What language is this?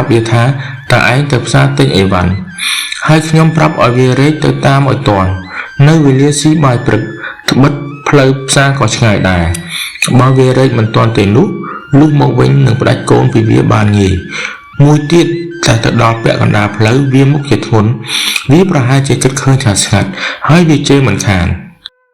Khmer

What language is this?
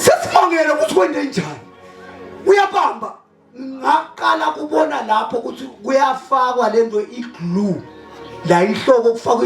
Zulu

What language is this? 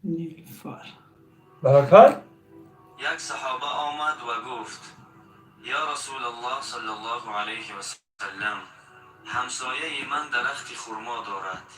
Tajik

